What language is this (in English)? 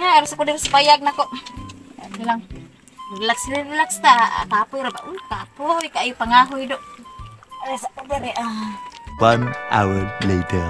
Cebuano